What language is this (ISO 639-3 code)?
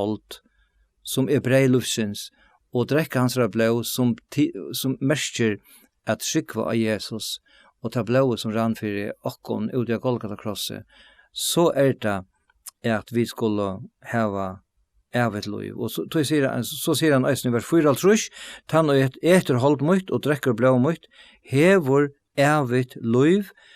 fao